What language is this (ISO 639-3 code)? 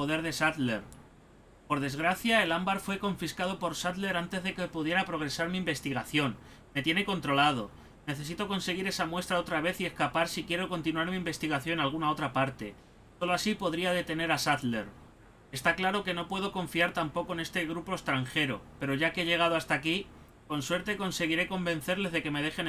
spa